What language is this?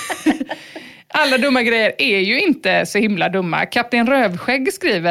Swedish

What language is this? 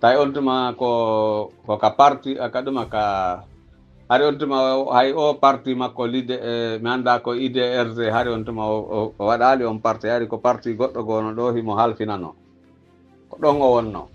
Pular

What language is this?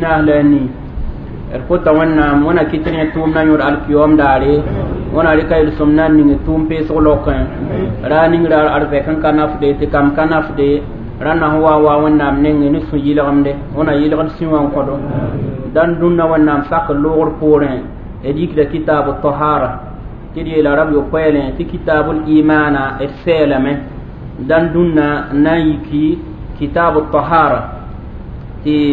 Mossi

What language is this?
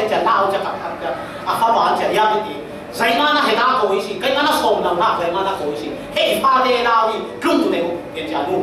Falam Chin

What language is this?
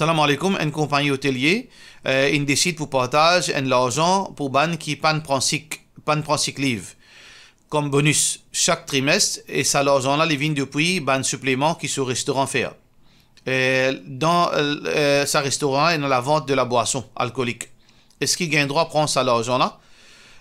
Morisyen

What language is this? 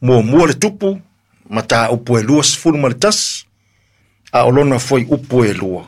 Samoan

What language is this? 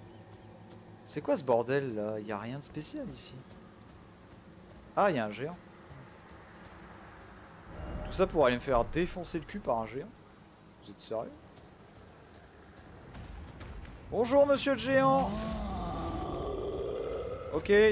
French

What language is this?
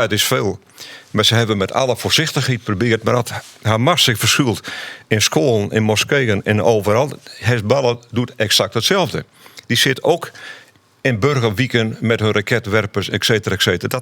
Western Frisian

